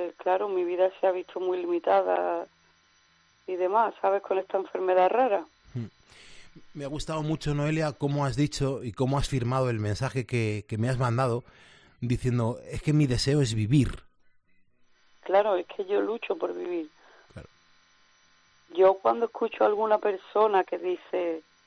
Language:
Spanish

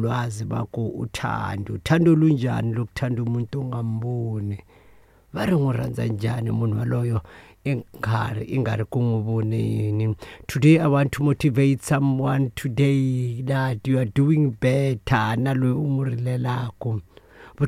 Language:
Tsonga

